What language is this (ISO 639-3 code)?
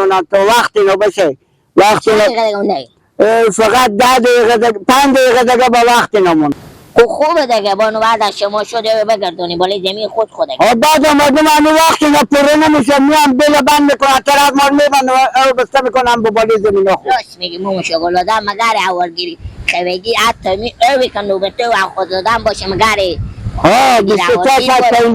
fas